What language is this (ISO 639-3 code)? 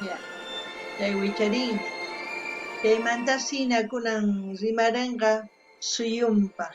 quh